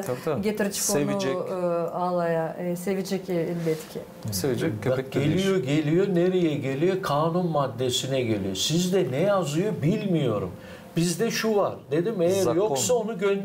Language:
Gagauz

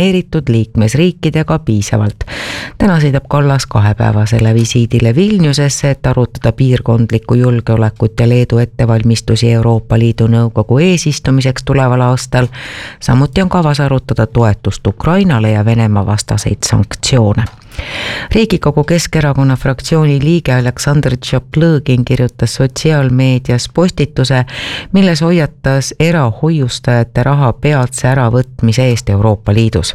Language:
Estonian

